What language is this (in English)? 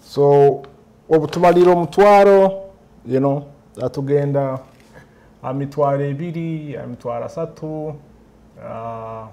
Nyoro